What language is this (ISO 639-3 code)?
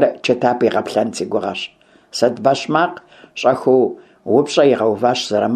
kbd